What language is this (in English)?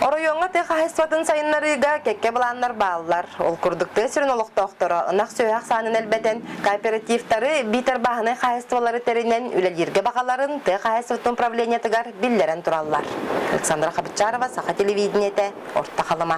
Yakut